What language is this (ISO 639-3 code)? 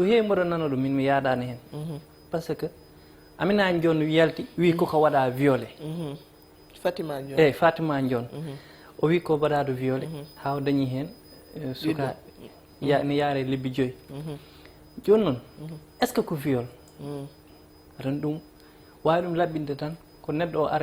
ful